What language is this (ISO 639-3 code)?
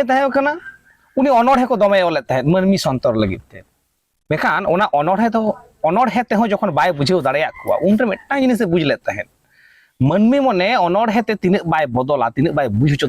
sat